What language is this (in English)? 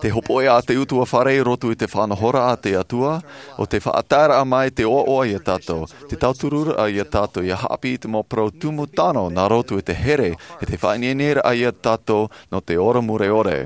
Tahitian